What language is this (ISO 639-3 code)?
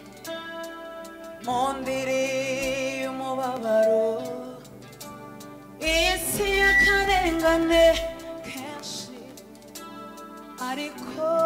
kin